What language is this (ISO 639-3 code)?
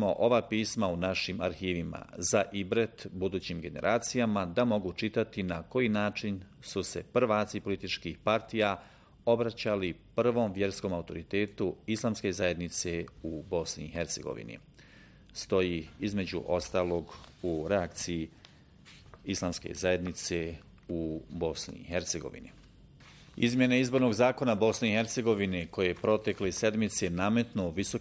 bos